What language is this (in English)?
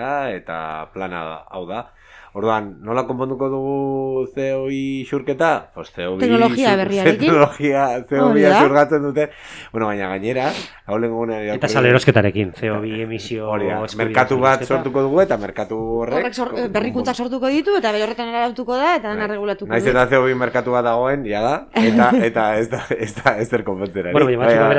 Basque